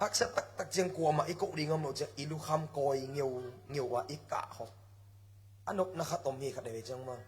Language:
Tedim Chin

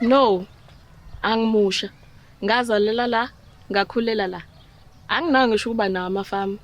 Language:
Zulu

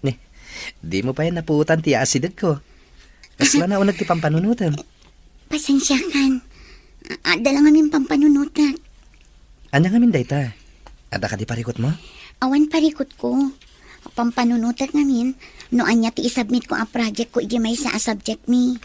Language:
Iloko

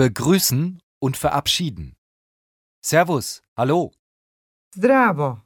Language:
Slovenian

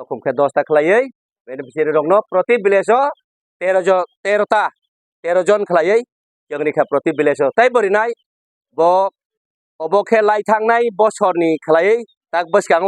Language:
Kok Borok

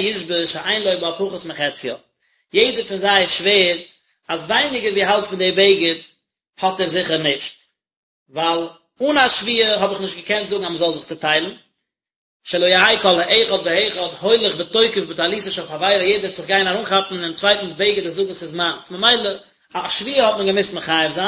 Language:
Yiddish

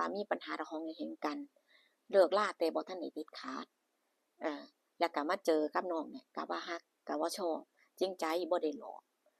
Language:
Northeastern Thai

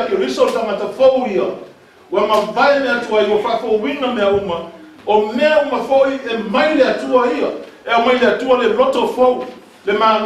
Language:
Samoan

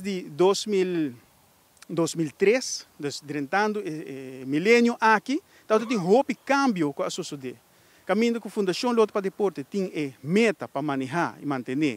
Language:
Papiamento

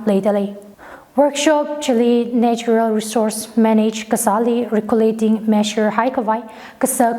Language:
Tangkhul Naga (India)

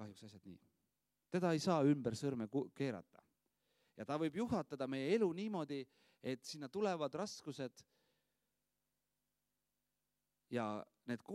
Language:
Estonian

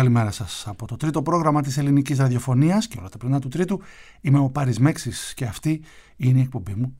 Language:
Greek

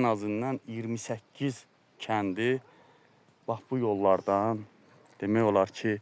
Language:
Azerbaijani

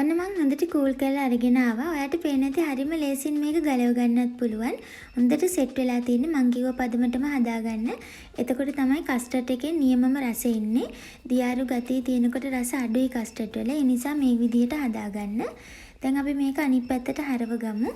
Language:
Sinhala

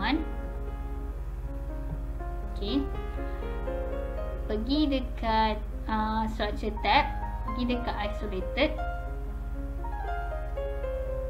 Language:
Malay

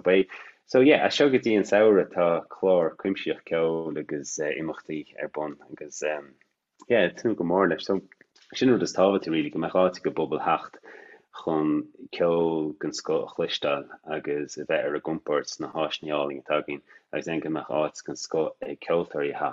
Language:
Irish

